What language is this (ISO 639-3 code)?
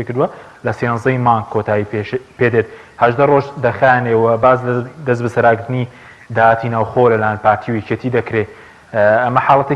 ckb